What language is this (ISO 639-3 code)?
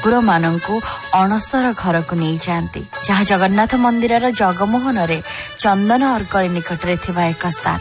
ori